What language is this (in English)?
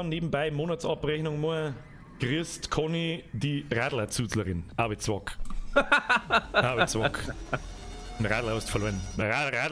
Bavarian